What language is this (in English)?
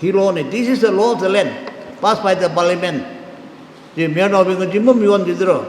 Tangkhul Naga (India)